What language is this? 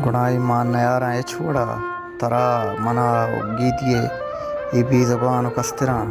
Baluchi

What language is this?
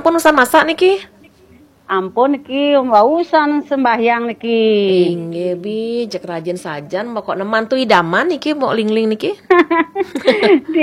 Balinese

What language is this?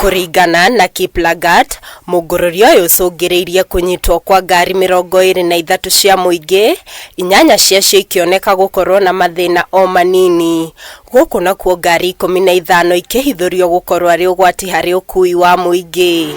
Kikuyu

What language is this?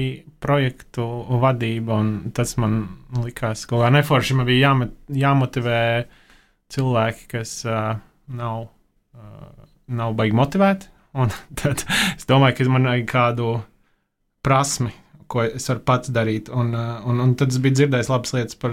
Latvian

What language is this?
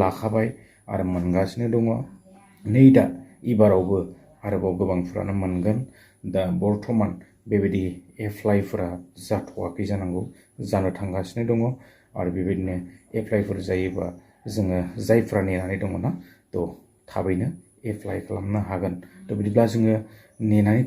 Bodo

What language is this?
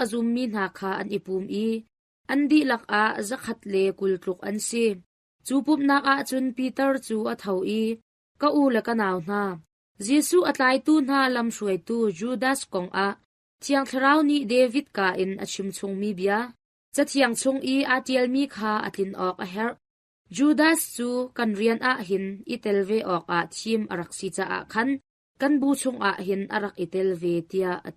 Hakha Chin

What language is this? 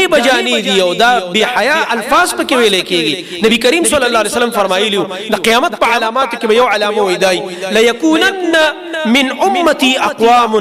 Pashto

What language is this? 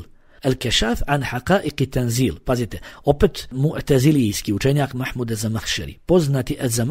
Bosnian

